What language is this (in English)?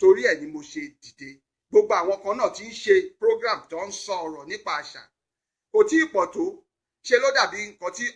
Yoruba